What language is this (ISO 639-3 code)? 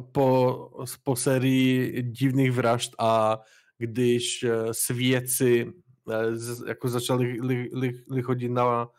ces